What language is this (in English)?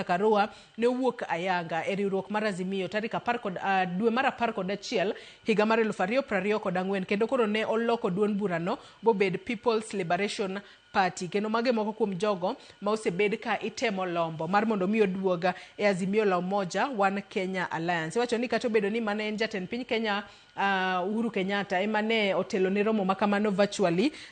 Luo (Kenya and Tanzania)